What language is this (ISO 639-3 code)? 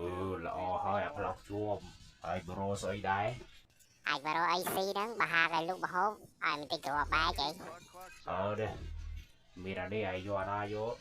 khm